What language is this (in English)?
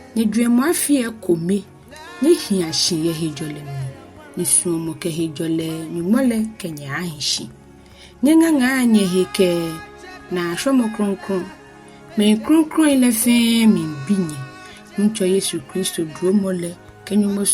Ga